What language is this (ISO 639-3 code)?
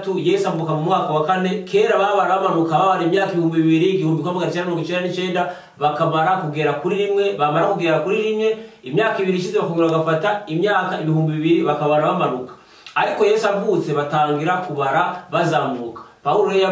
kin